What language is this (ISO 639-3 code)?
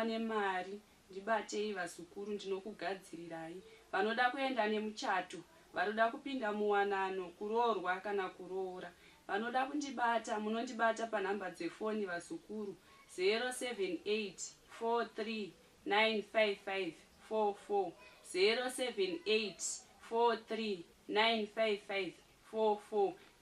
sna